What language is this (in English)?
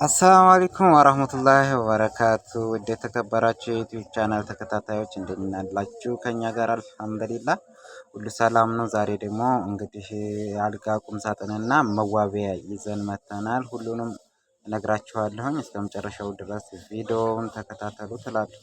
Amharic